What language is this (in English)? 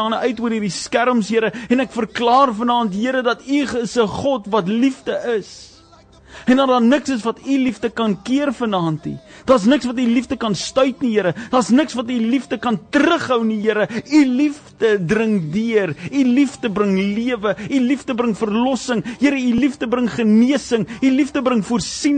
Afrikaans